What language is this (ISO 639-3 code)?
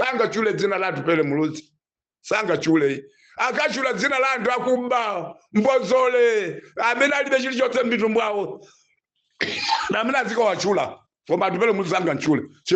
nya